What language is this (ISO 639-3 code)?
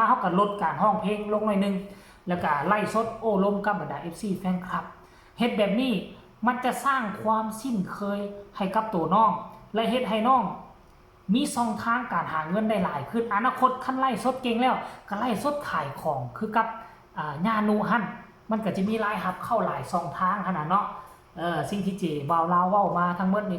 tts